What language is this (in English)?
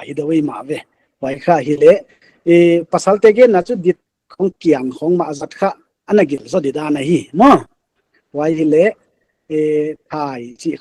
Paite Chin